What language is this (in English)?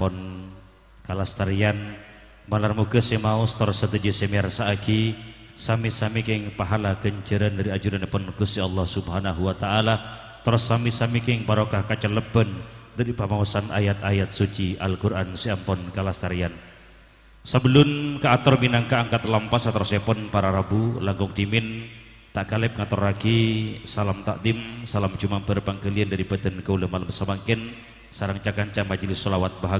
Madurese